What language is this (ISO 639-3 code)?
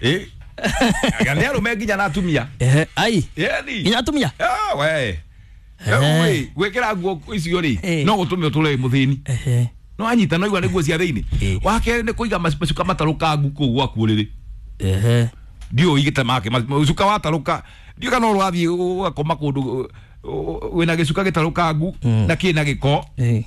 kik